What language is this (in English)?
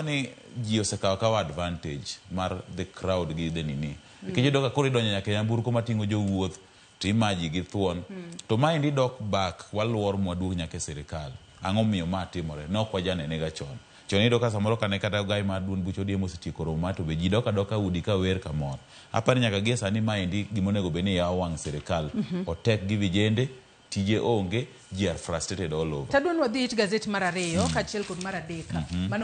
Luo (Kenya and Tanzania)